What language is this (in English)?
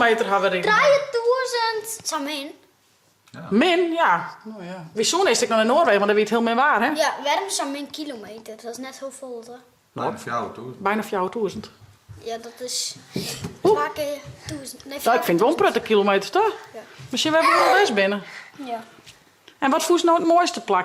Western Frisian